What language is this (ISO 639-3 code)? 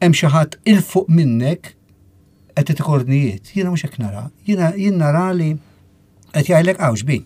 mlt